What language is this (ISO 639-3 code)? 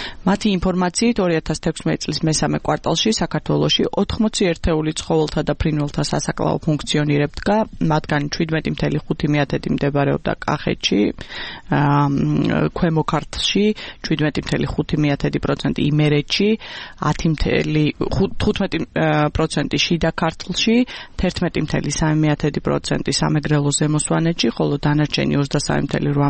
kat